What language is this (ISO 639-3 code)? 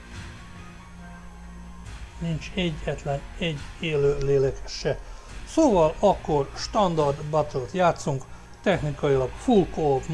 hun